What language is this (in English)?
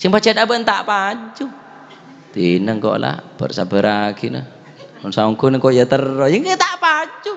Madurese